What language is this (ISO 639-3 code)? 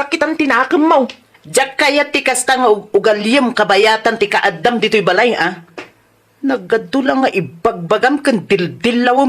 ilo